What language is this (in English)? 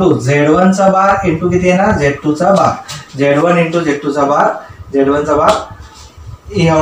Marathi